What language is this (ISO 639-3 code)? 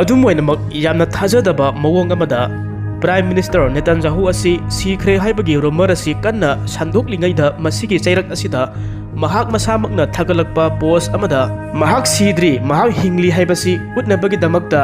mni